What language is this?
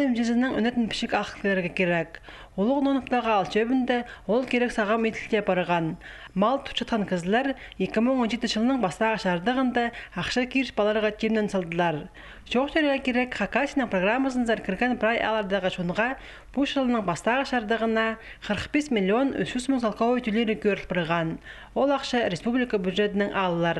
Khakas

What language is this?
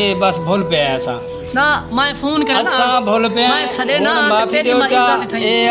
Saraiki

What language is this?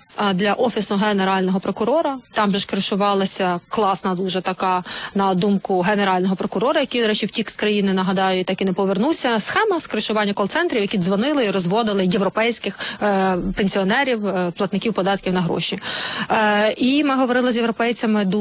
Ukrainian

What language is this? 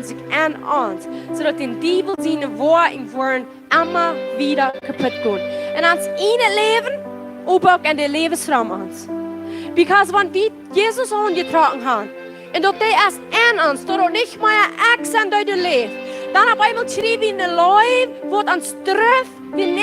Plautdietsch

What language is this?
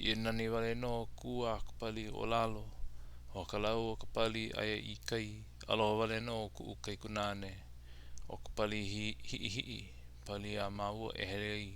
Hawaiian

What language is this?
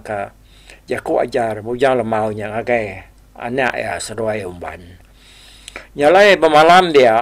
Iban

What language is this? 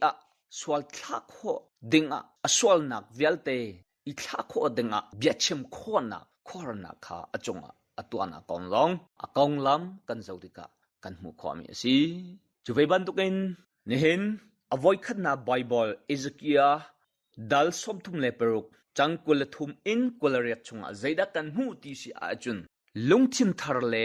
Hakha Chin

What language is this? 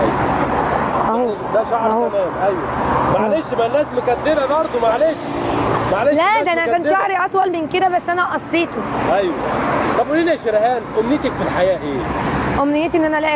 Egyptian Arabic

